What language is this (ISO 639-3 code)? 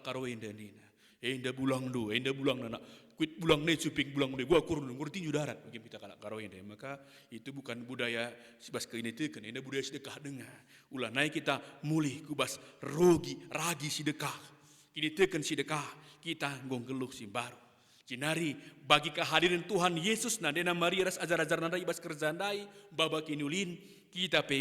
btx